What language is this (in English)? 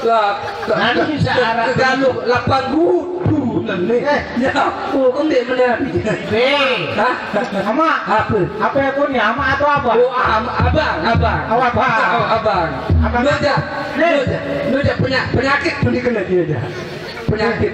Sasak